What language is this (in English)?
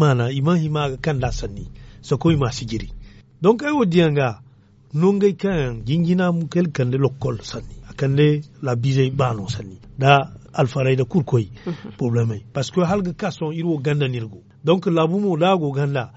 Zarma